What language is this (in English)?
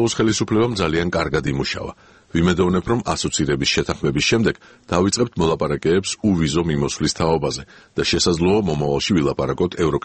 Georgian